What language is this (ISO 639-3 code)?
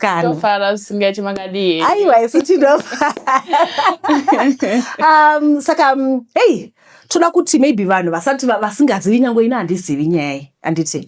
sna